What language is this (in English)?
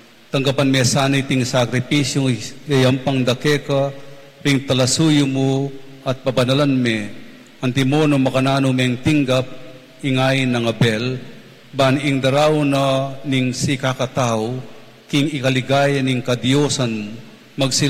Pampanga